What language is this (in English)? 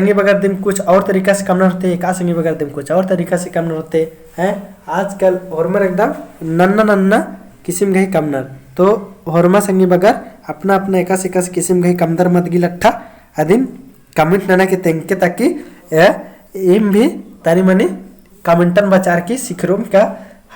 Kurukh